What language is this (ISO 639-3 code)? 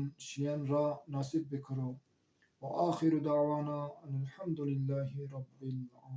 zza